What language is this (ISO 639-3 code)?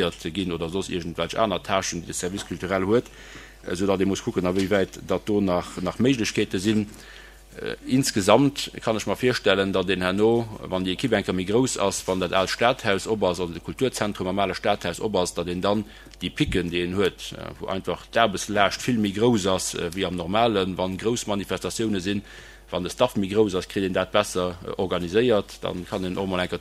ltz